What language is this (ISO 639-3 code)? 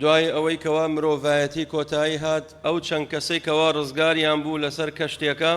ckb